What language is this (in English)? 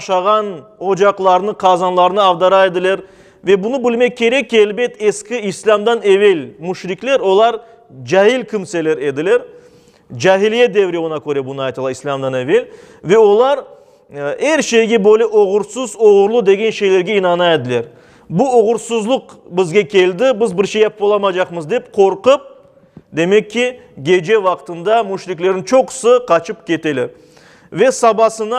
Crimean Tatar